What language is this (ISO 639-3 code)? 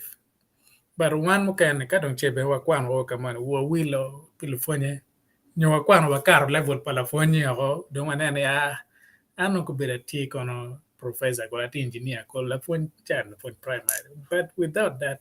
ach